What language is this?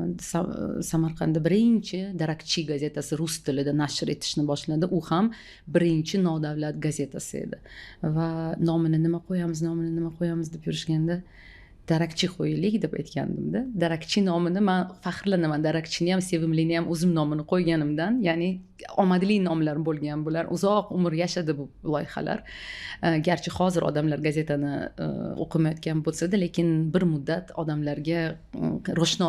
Uzbek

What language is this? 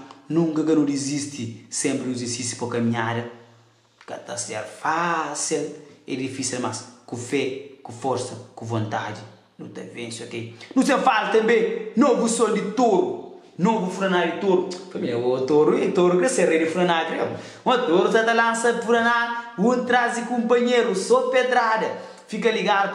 Kabuverdianu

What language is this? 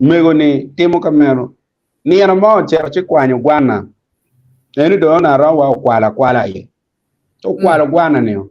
Acoli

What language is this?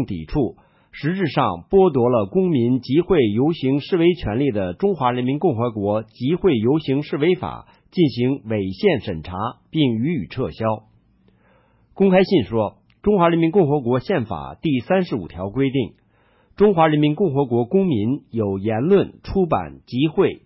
Chinese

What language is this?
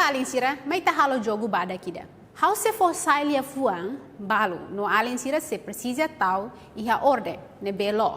Tetum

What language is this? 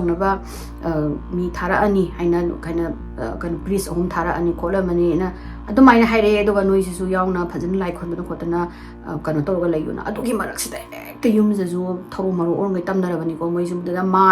Manipuri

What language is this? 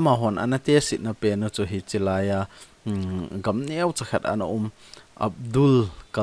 Thado Chin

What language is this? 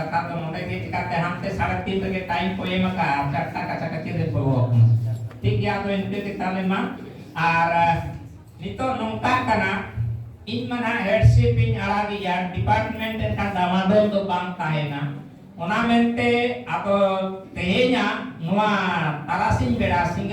Santali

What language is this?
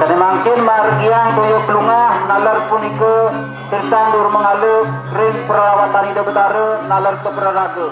Balinese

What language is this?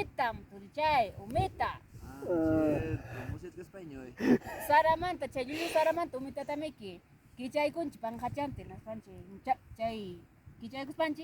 Ayacucho Quechua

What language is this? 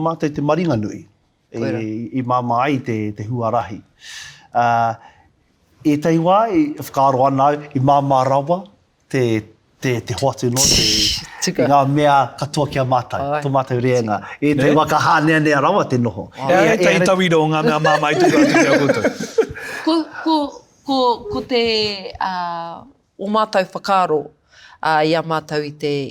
Māori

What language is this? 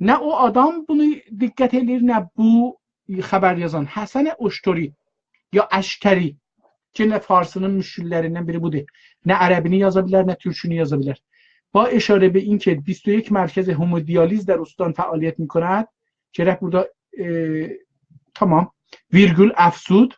South Azerbaijani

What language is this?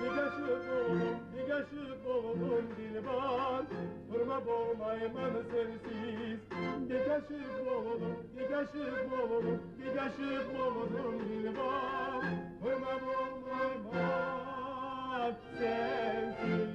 Kumyk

